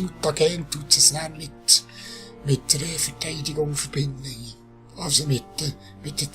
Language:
Swiss German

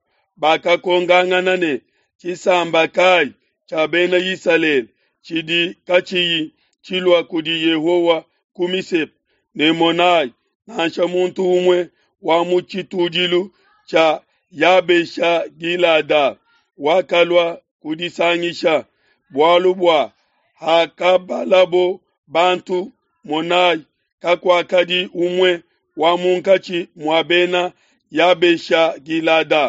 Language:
Luba-Lulua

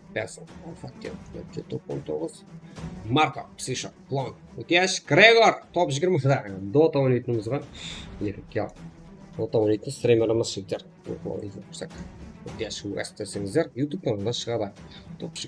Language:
Kara-Kalpak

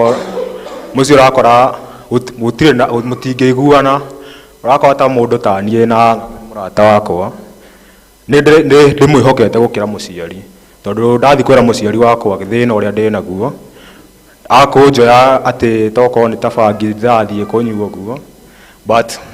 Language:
Kikuyu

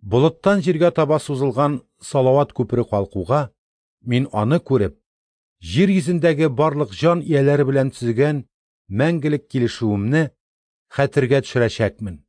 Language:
Tatar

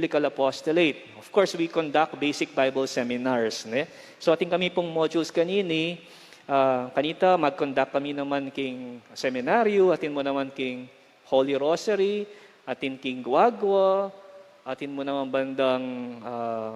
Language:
Pampanga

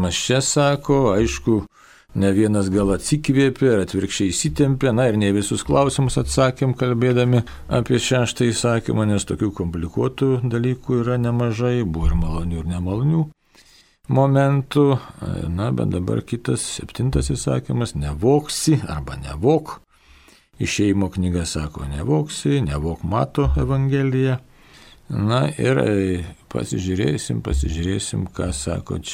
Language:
Lithuanian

